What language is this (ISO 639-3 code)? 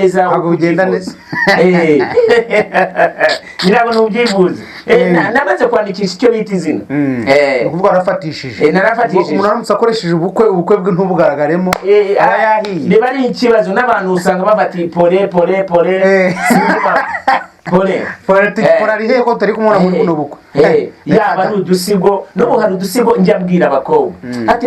kin